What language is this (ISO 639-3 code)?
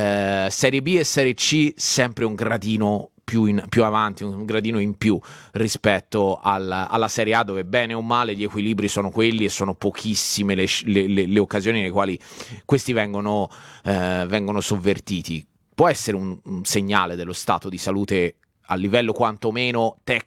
ita